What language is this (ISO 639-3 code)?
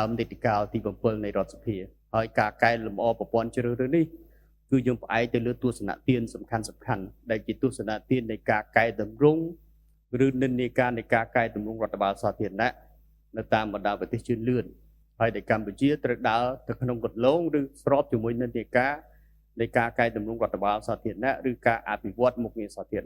khm